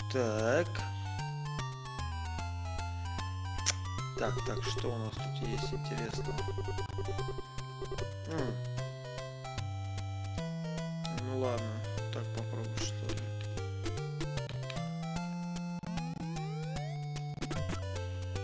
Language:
Russian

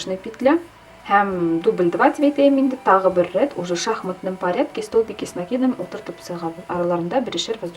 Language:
Bashkir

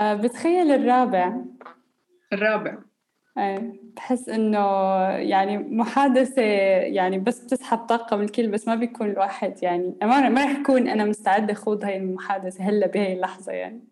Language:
North Levantine Arabic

